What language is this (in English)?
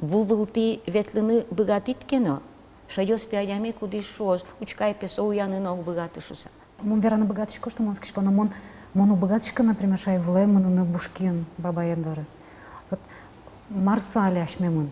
Udmurt